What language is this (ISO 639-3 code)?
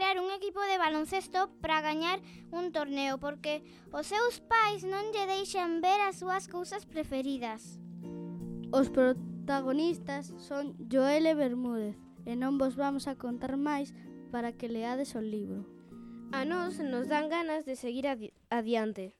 glg